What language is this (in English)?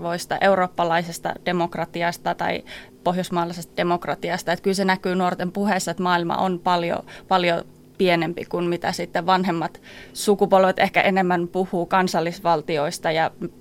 Finnish